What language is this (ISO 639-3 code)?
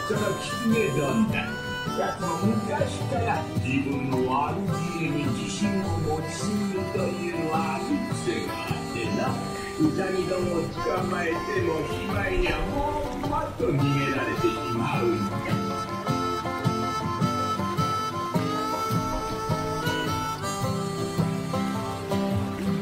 jpn